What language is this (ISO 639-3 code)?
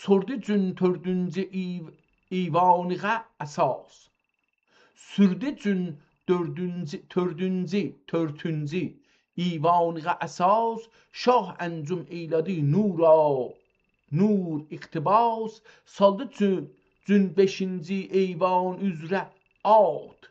azb